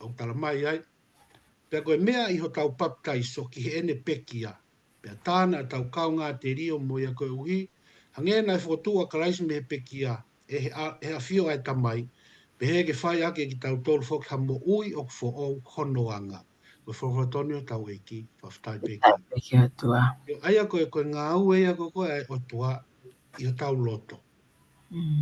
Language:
Tongan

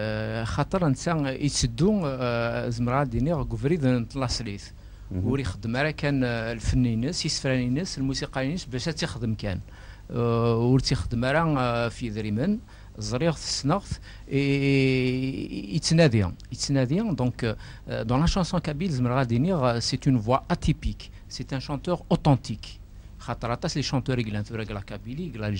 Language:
Kabyle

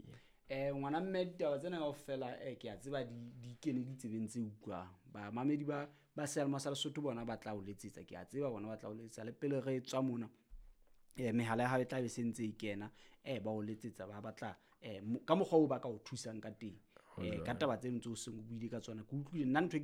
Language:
Southern Sotho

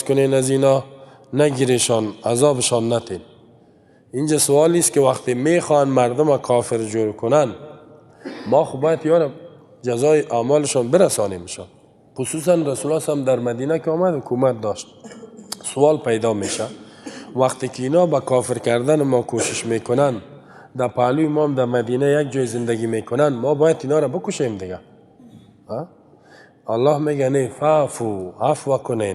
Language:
Persian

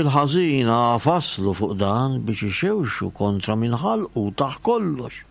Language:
Maltese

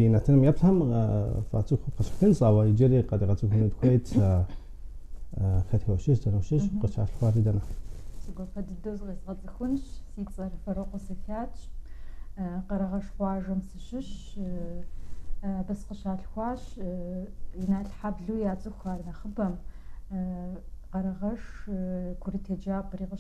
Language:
Kabardian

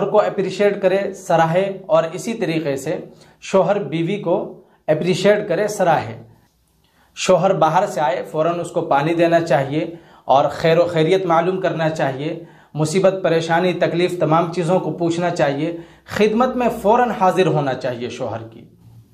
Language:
Urdu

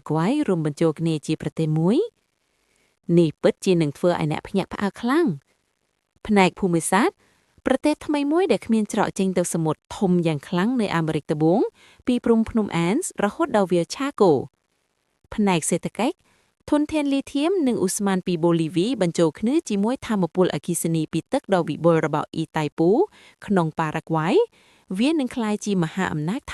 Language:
Khmer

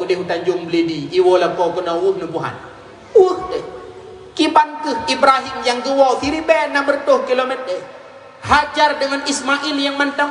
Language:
Achinese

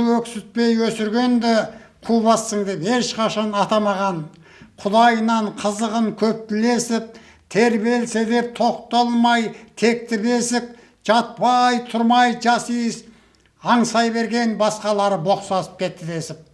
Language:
Kazakh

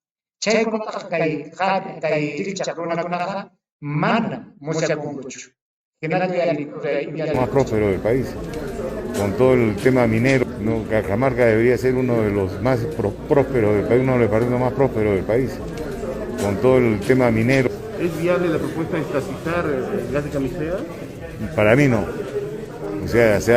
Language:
Ayacucho Quechua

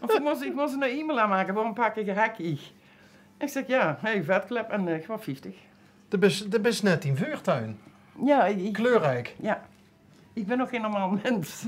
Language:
Limburgish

